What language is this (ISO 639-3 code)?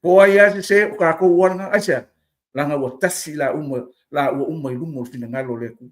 smo